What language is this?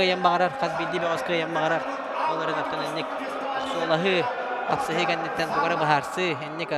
Yakut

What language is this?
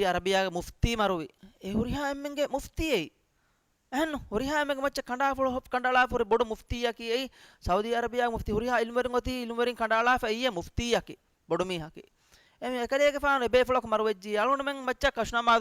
Divehi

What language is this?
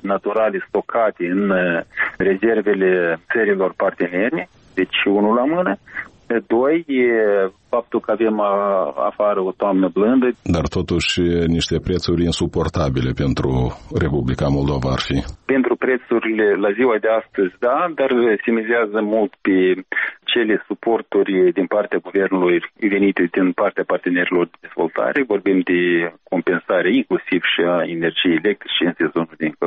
Romanian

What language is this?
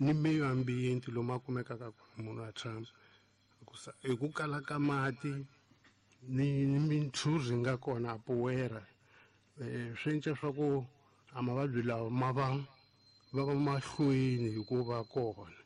Tsonga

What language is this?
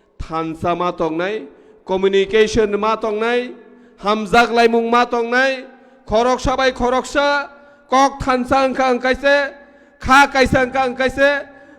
Kok Borok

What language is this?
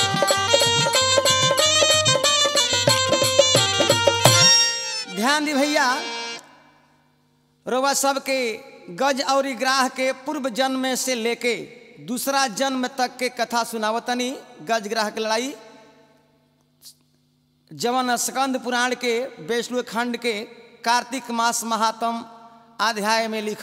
Bhojpuri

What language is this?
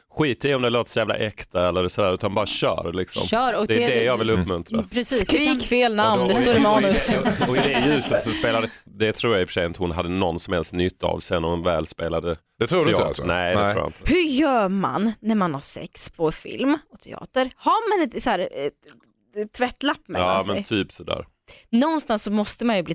Swedish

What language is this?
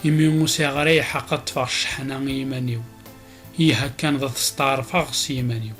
Kabyle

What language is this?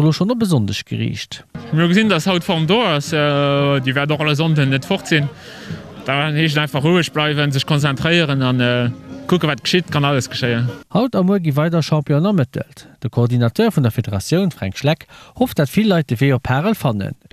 Luxembourgish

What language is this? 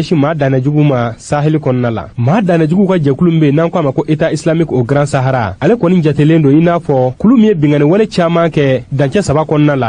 Bambara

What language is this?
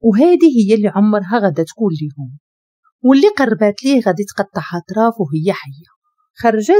Moroccan Arabic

